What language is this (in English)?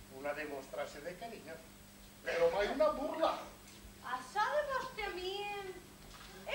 Catalan